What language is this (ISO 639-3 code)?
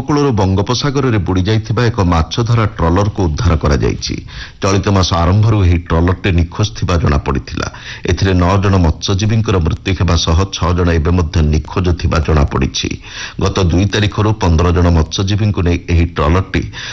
ori